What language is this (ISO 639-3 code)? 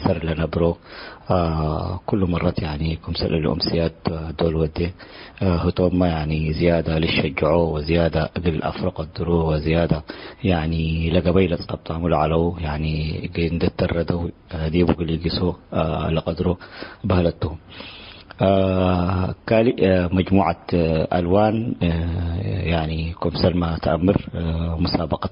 tig